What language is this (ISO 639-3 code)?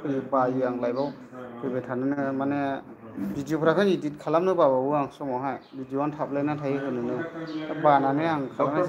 brx